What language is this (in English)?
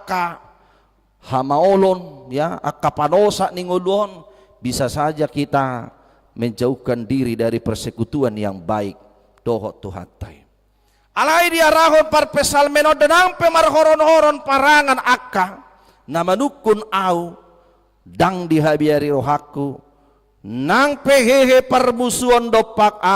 Batak Toba